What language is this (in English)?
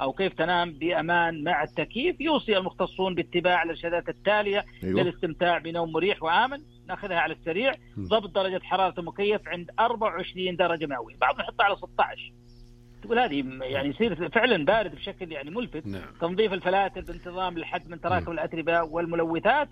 Najdi Arabic